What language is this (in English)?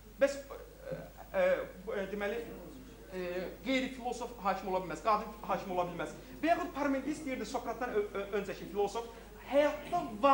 Azerbaijani